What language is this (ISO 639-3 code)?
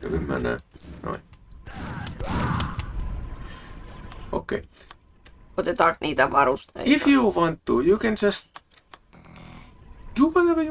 fin